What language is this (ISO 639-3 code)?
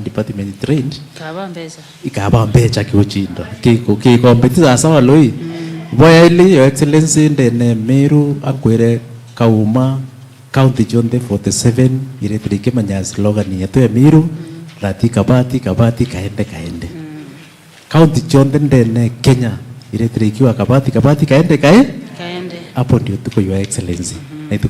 mer